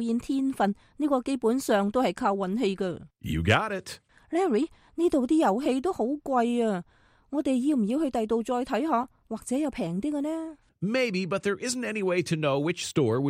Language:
Cantonese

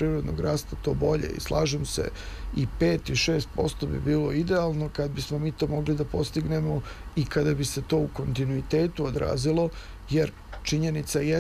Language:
Serbian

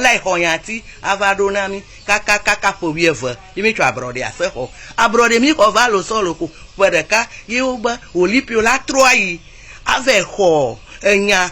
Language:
Ewe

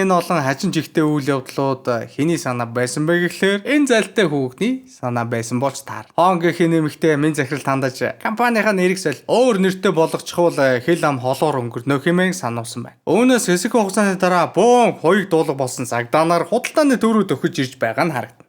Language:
Mongolian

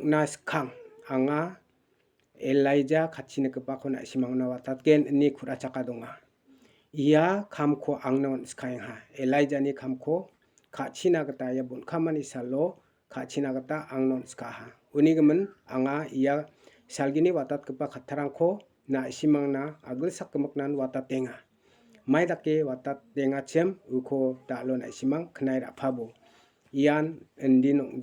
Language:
Garo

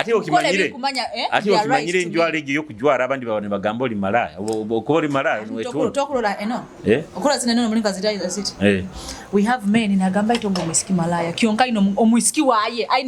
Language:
Nyoro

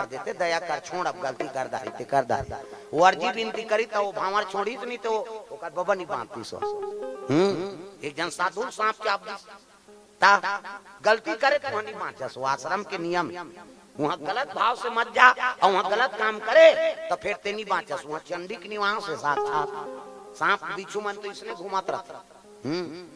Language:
Chhattisgarhi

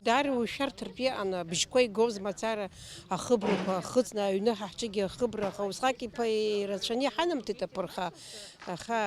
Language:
Abkhazian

